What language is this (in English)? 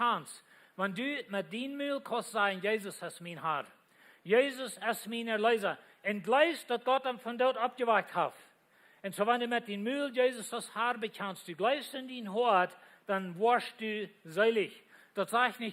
Plautdietsch